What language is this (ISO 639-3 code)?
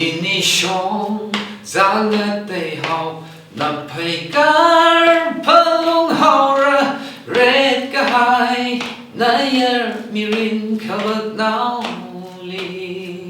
nmf